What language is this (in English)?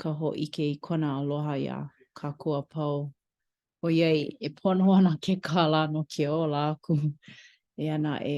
Hawaiian